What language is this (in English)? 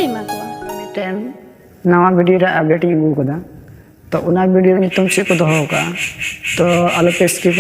Santali